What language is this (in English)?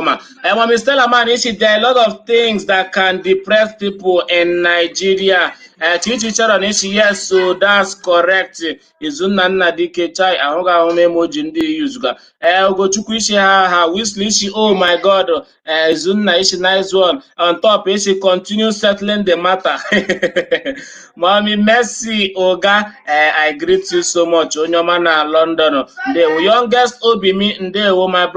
Igbo